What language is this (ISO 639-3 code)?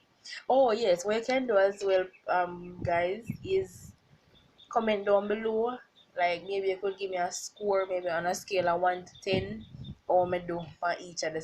jam